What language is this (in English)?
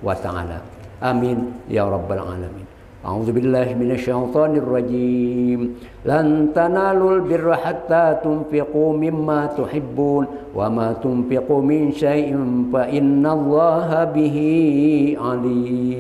Banjar